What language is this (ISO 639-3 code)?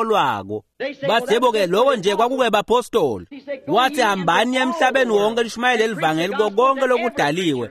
ssw